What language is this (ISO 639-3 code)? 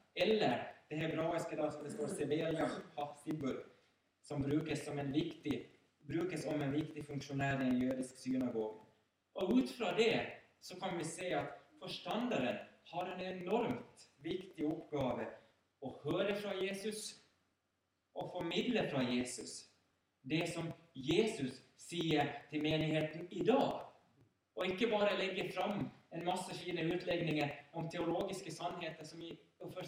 nor